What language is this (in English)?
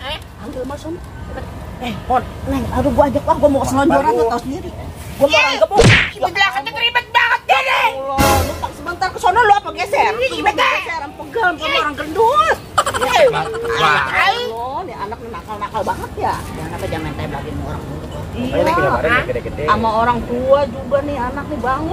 Betawi